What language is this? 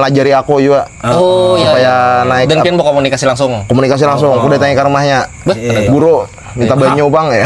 Banjar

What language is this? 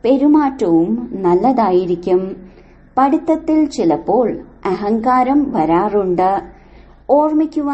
Malayalam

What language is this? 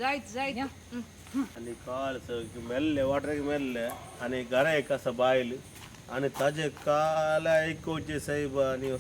Konkani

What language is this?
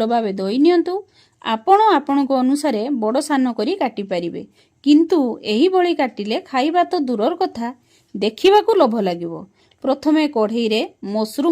Odia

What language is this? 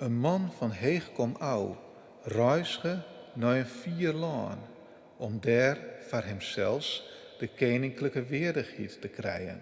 Western Frisian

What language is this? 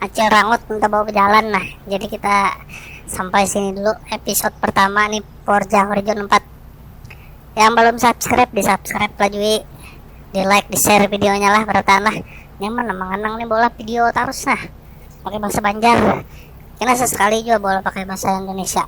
Banjar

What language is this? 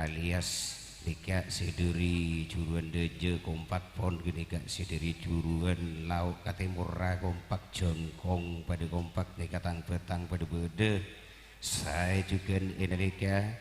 Madurese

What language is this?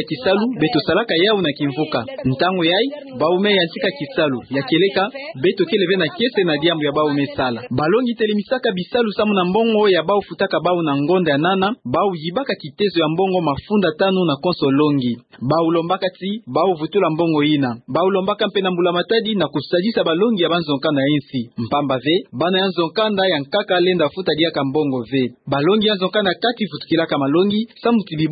Kituba (Democratic Republic of Congo)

